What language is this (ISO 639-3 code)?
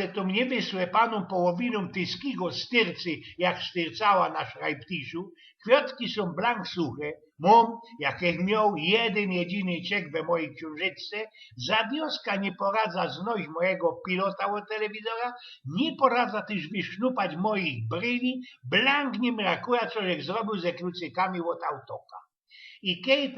szl